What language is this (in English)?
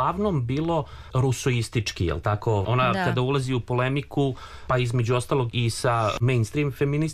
Serbian